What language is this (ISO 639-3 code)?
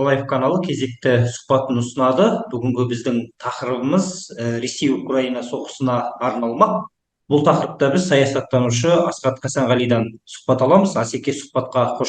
kaz